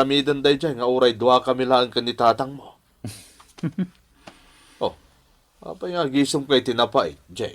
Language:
Iloko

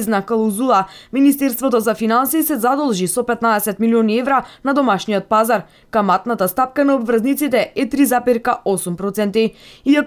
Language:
Macedonian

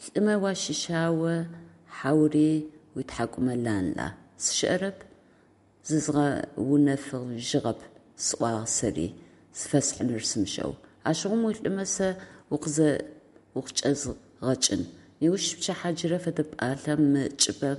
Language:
Adyghe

